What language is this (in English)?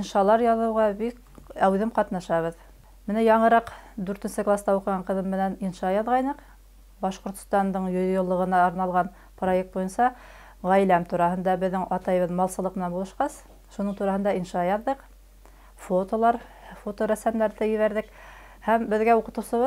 Bashkir